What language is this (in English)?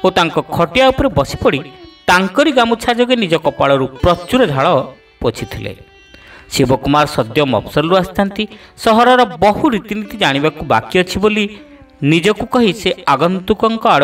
Odia